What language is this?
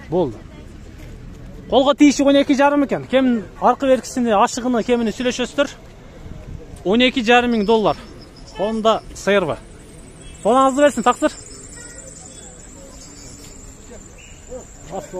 Kyrgyz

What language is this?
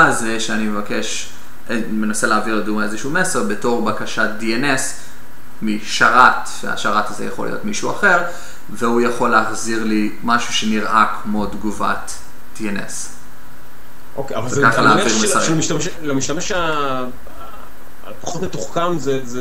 Hebrew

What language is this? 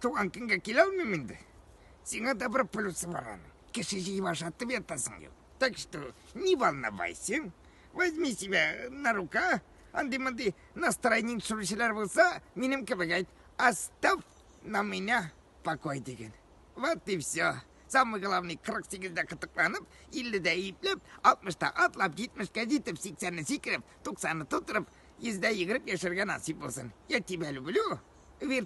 Tatar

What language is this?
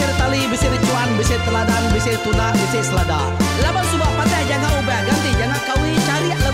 Iban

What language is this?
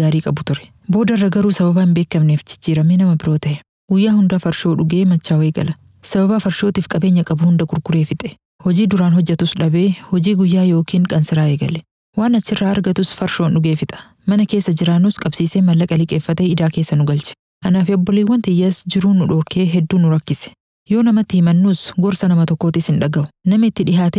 Oromo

